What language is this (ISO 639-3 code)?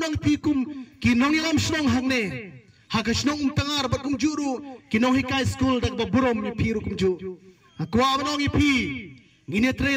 kha